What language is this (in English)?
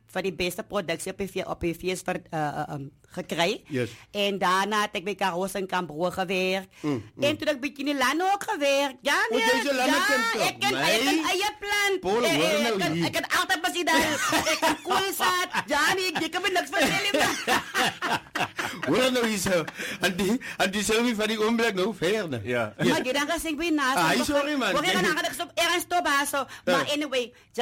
Afrikaans